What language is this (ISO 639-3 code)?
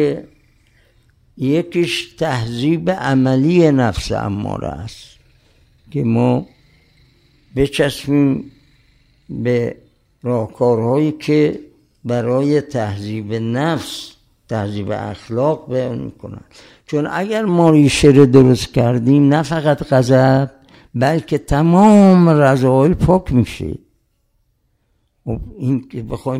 fas